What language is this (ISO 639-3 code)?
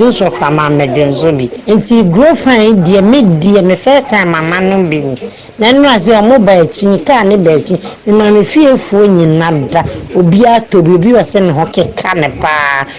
aka